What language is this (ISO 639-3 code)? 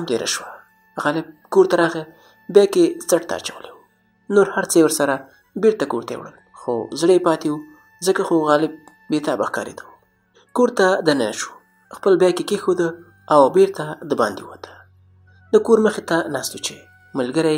pus